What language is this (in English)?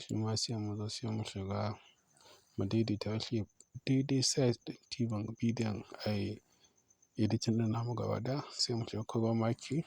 Hausa